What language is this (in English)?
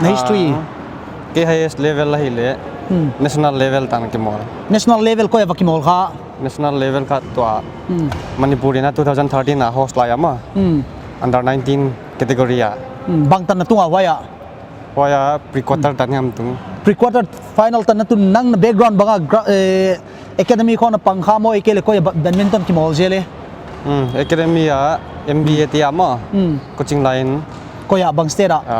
Paite Chin